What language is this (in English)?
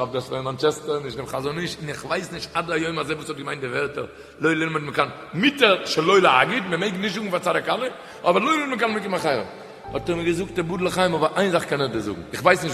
Yiddish